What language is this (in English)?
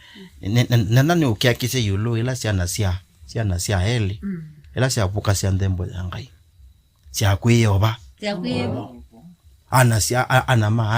Kamba